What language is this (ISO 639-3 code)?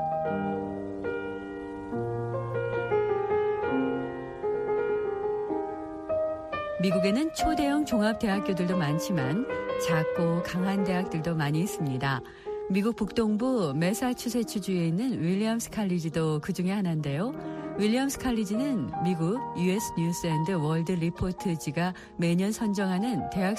kor